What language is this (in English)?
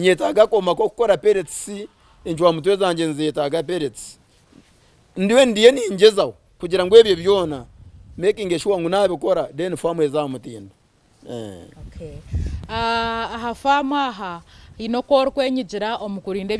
Nyankole